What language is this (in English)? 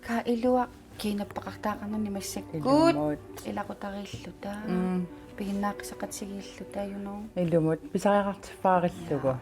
Kalaallisut